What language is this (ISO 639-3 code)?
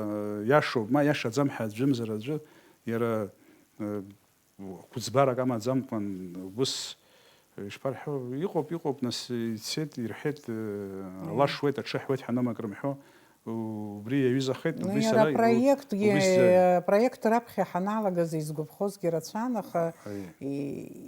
abk